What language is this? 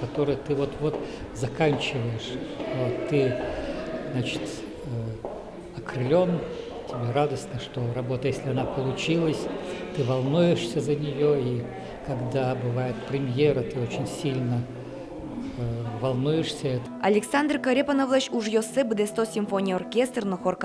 Udmurt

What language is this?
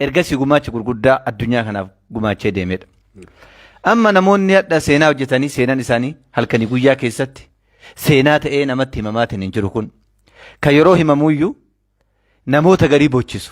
Oromo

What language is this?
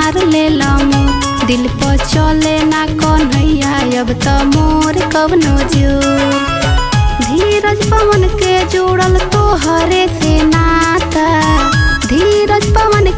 Bhojpuri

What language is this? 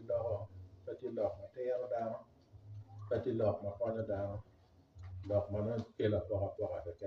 Acoli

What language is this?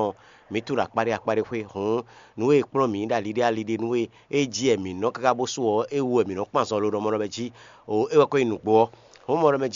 Fon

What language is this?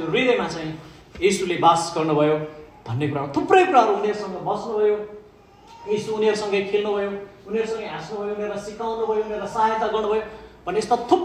Nepali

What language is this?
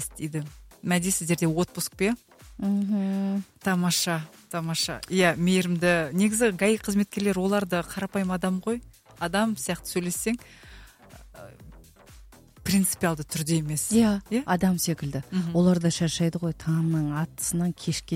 Kazakh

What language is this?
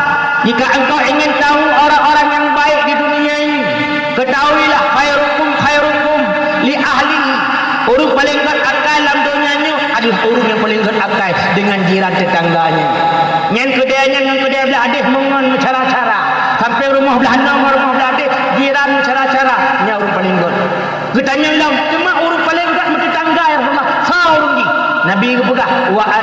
Achinese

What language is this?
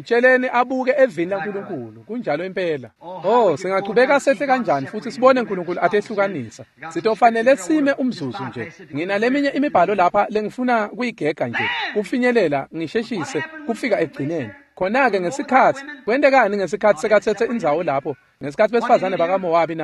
Swati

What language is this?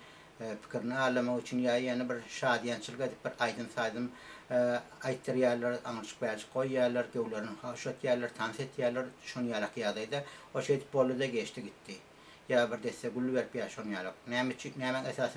Turkmen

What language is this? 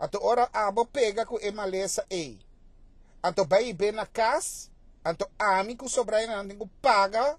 Papiamento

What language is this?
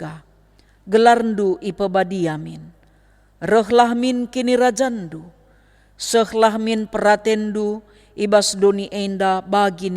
Batak Karo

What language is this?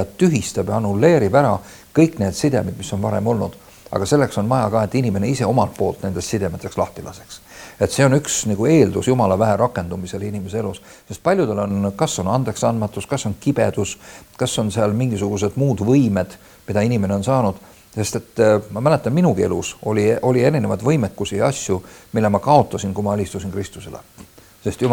Estonian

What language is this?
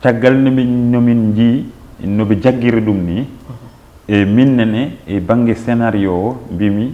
Fula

